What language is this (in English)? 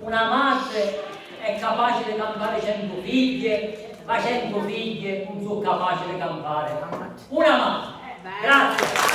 Sicilian